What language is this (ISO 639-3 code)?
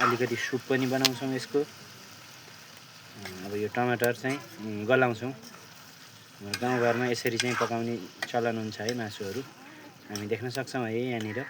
nep